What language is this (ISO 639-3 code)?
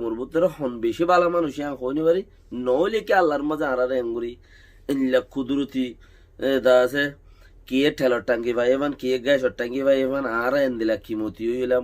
rhg